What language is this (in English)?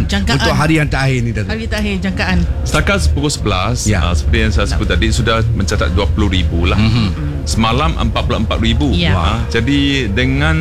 Malay